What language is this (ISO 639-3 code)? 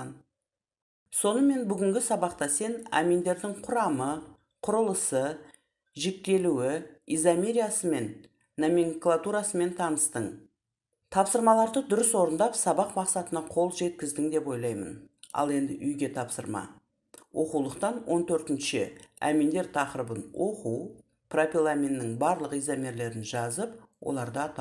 kaz